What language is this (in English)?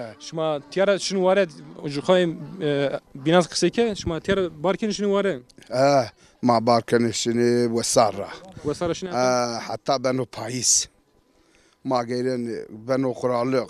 Zaza